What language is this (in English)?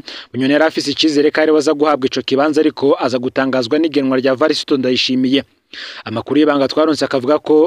Rundi